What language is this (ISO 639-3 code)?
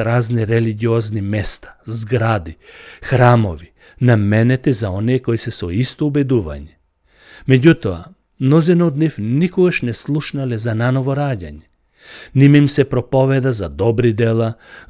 mkd